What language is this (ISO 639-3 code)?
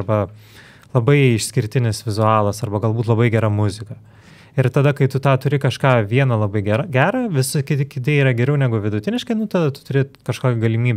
lit